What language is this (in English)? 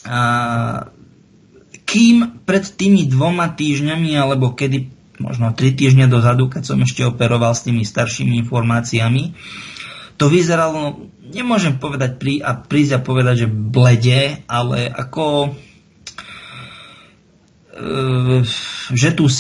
Slovak